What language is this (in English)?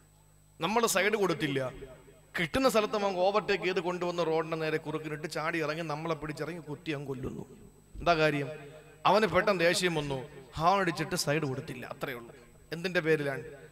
Malayalam